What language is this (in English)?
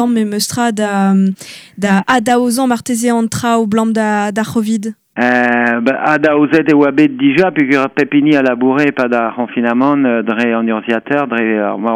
Breton